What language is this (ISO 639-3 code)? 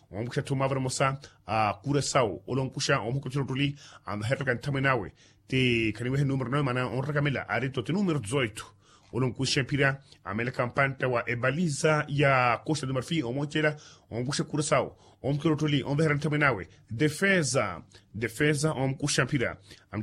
vmw